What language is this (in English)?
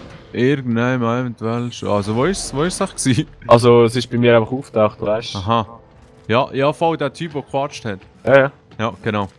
Swiss German